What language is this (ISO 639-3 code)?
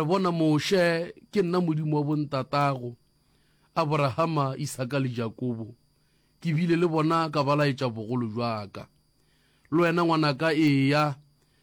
nso